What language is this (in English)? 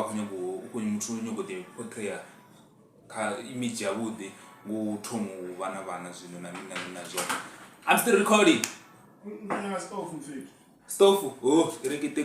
Venda